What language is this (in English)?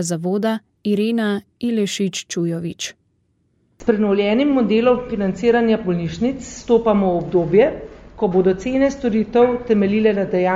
Slovenian